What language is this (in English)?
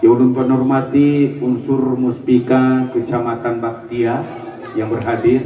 Achinese